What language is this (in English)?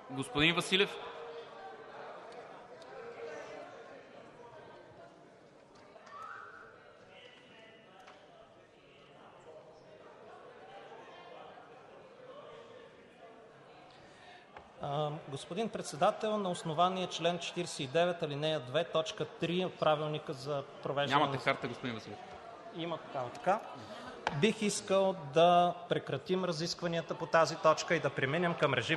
Bulgarian